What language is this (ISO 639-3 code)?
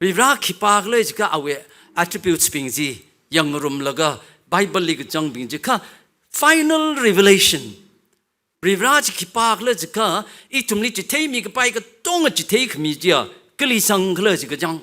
nmf